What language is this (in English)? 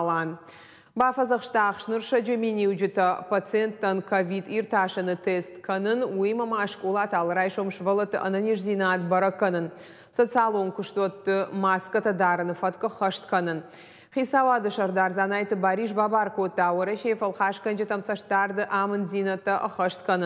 Ossetic